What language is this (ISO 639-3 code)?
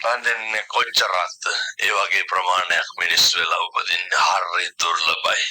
sin